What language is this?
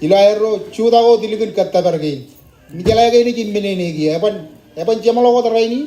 Marshallese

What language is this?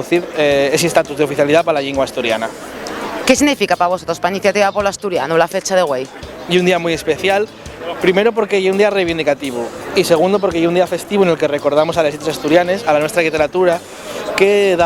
Asturian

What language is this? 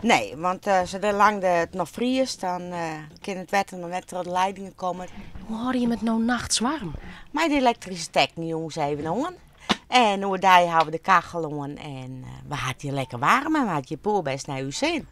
Western Frisian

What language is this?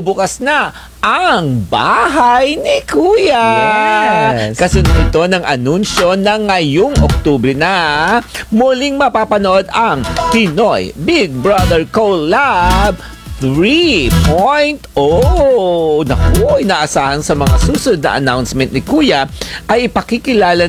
Filipino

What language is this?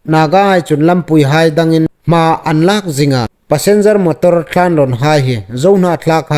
Hmar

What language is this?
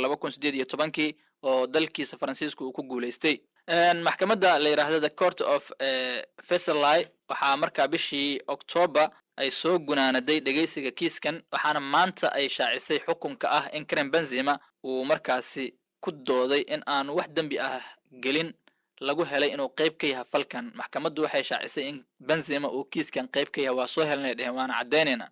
Somali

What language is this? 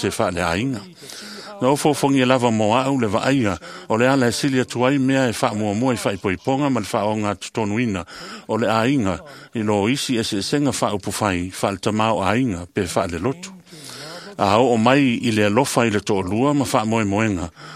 Samoan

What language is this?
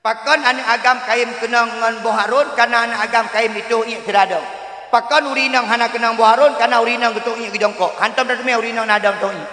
Achinese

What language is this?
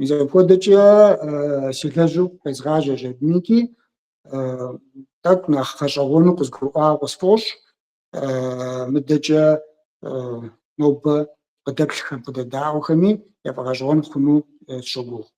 Kabardian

